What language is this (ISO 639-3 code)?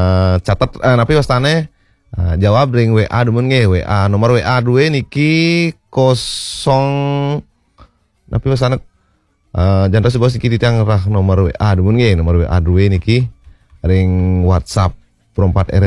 ban